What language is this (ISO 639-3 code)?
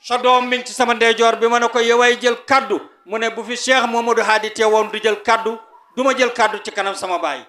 wol